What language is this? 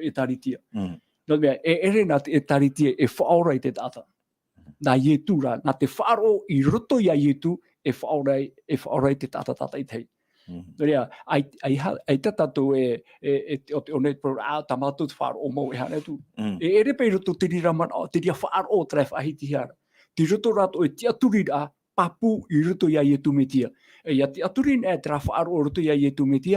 Tahitian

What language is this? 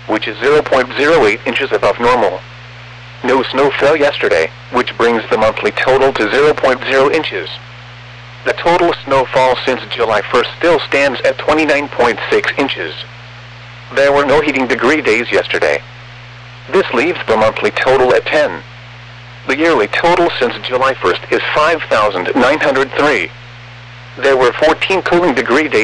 English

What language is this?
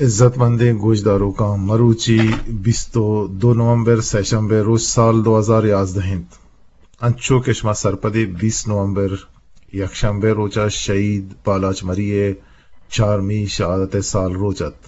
Eastern Balochi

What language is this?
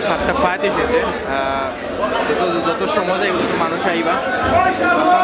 Sylheti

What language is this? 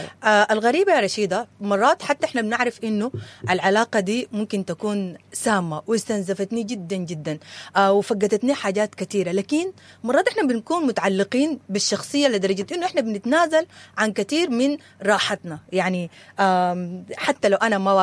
Sudanese Arabic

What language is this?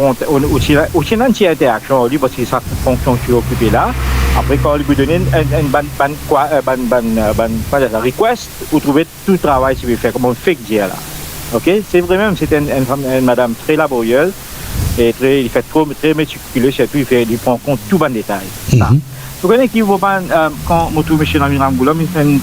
Morisyen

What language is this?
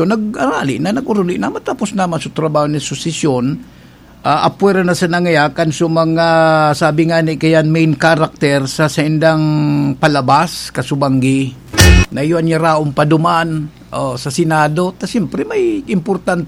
Bikol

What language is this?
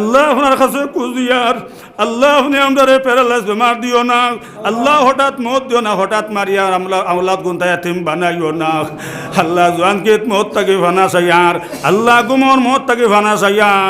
Sylheti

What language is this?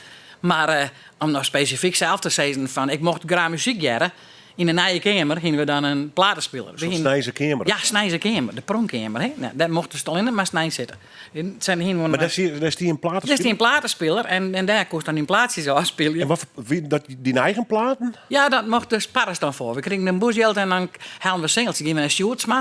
Western Frisian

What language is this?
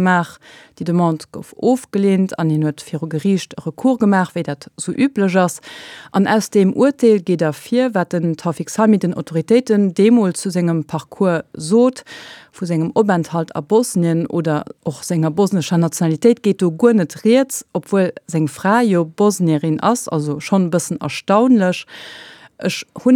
Luxembourgish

